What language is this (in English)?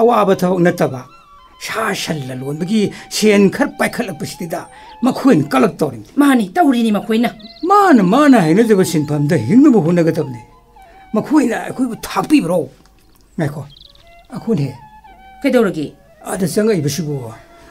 Manipuri